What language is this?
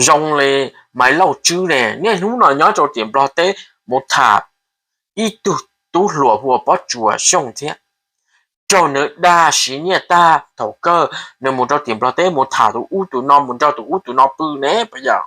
Hmong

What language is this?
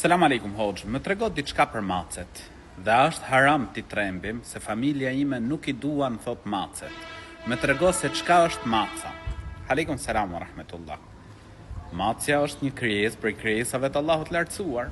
Albanian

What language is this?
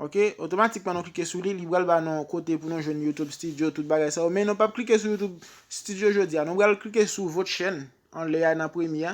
Haitian Creole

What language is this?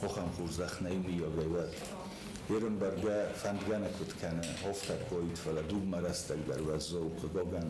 Ossetic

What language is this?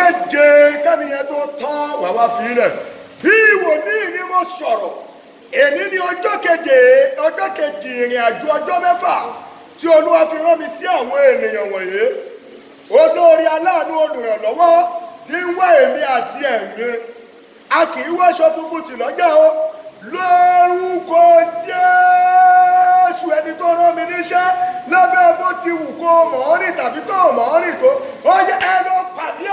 Yoruba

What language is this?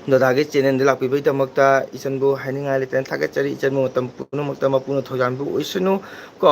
Manipuri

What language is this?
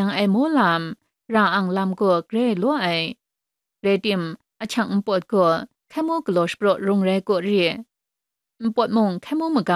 Kachin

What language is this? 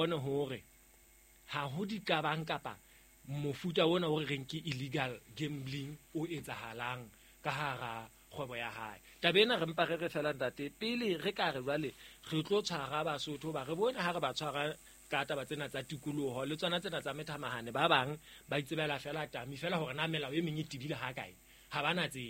Southern Sotho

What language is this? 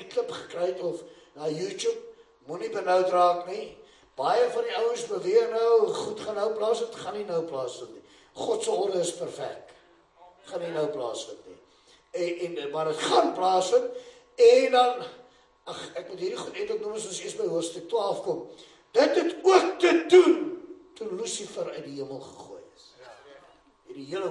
Afrikaans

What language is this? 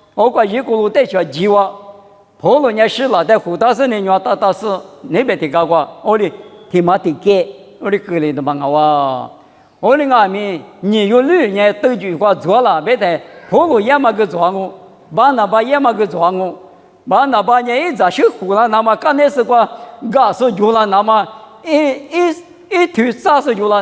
Lisu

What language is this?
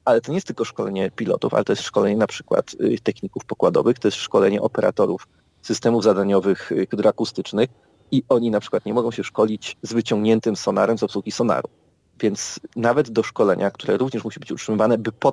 Polish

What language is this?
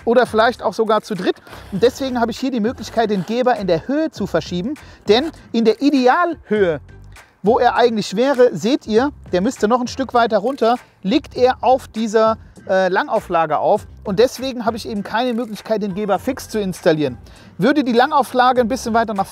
German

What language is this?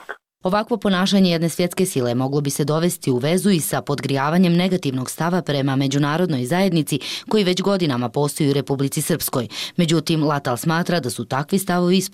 Croatian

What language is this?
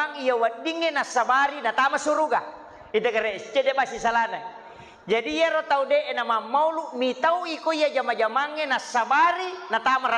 Buginese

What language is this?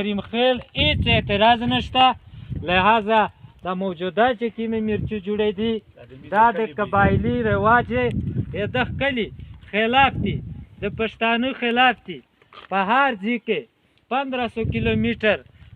Pashto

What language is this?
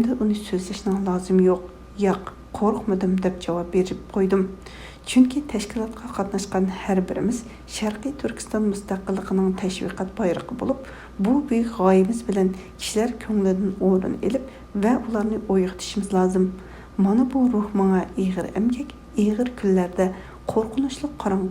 Uyghur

